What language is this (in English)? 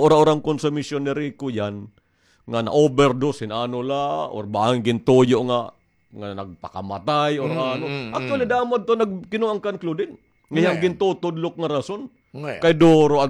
Waray